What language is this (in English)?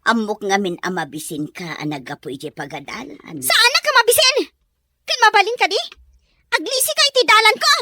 Iloko